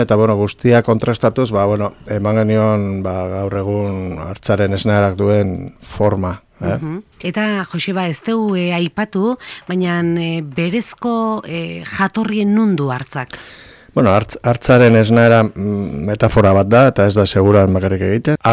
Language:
Basque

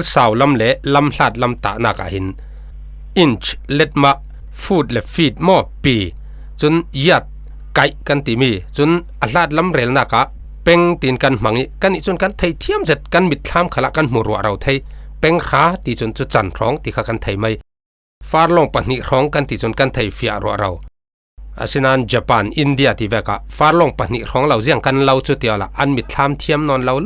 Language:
Falam Chin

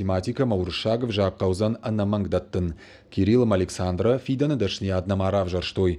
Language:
Ossetic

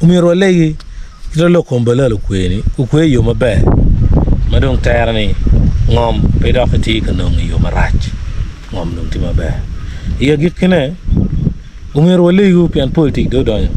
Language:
Acoli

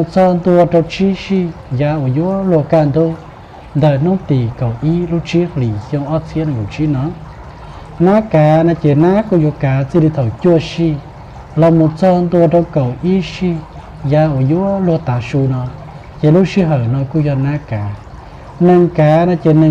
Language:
Hmong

